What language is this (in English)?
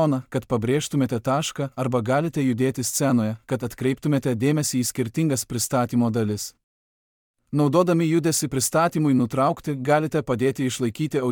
Lithuanian